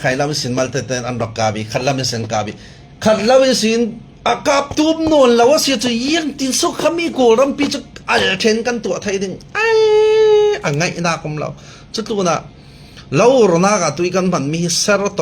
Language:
Falam Chin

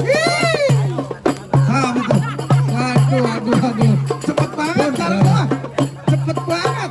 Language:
Betawi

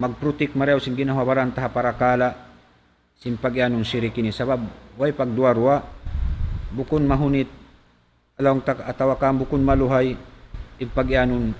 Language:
Tausug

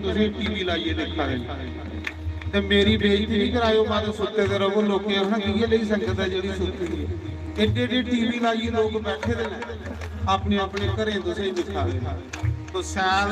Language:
Dogri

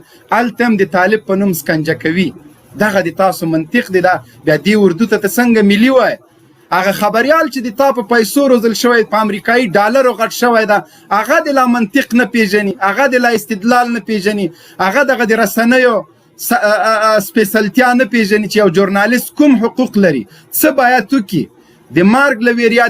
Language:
Pashto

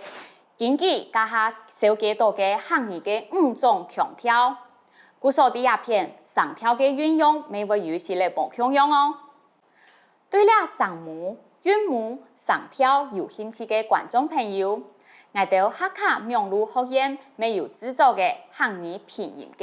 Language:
Hakka Chinese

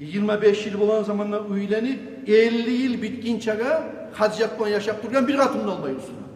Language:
Kumyk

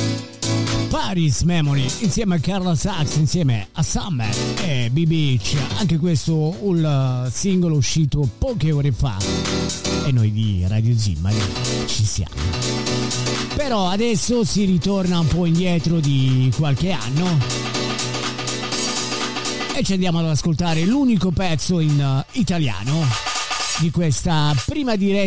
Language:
Italian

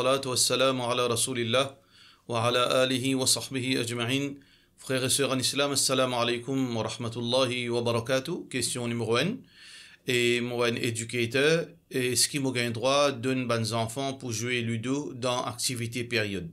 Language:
Morisyen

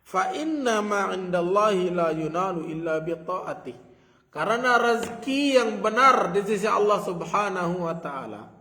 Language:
Sasak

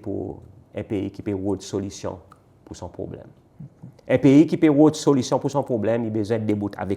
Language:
Seselwa Creole French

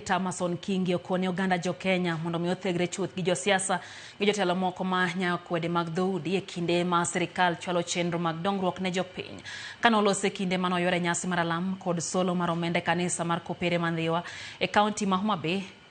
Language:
Luo (Kenya and Tanzania)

